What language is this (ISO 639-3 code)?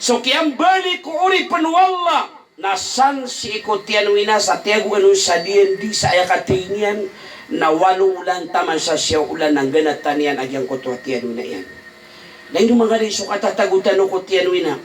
mrw